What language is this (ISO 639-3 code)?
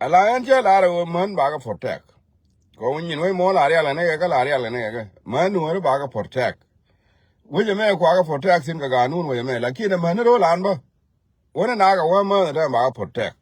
nus